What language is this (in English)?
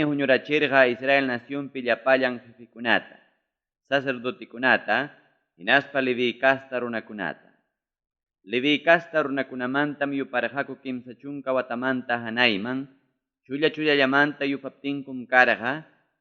Ayacucho Quechua